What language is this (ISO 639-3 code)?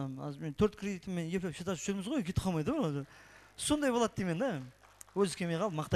kaa